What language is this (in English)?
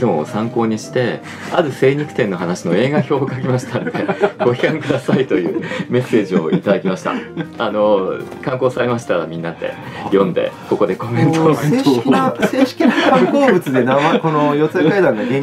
Japanese